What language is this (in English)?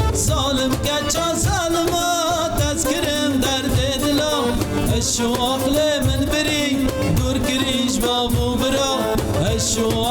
Kurdish